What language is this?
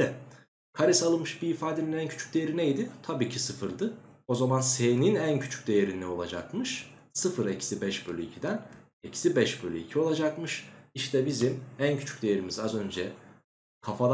Turkish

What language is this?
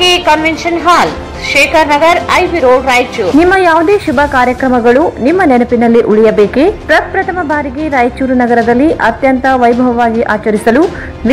Kannada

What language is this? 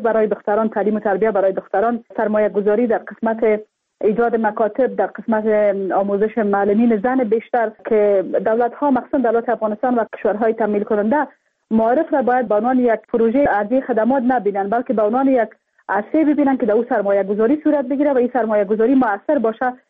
Persian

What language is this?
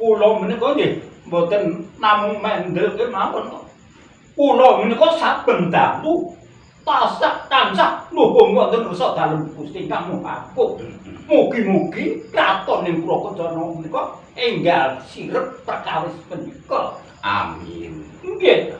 Javanese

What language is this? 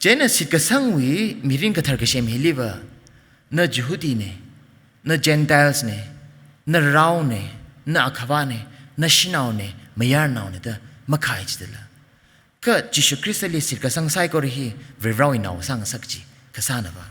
Tangkhul Naga (India)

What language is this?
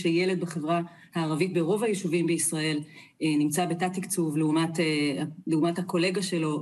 Hebrew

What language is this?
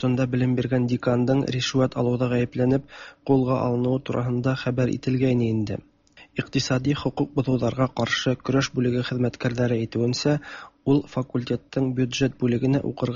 Tatar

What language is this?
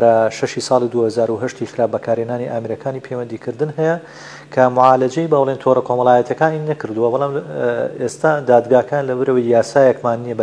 Central Kurdish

